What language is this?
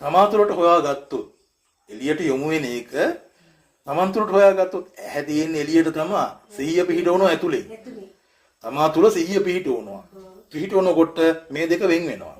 Sinhala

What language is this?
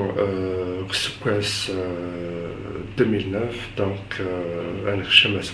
Kabyle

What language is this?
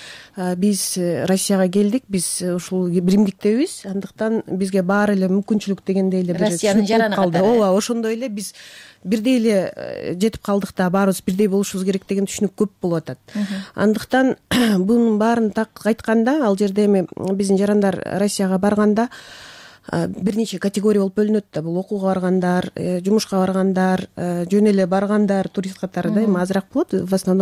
Kyrgyz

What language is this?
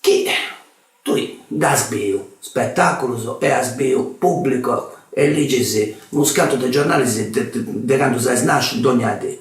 Sardinian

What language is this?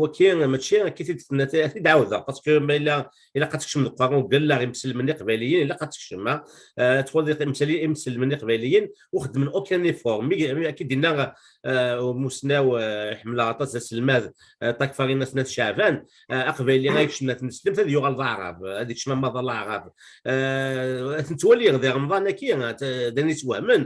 Kabyle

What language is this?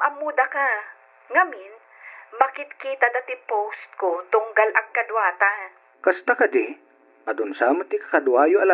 Iloko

